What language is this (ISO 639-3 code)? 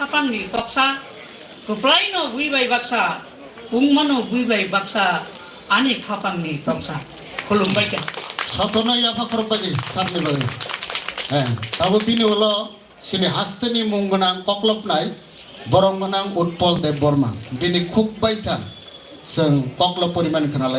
trp